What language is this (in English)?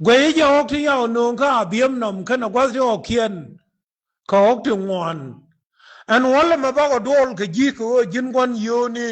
Nuer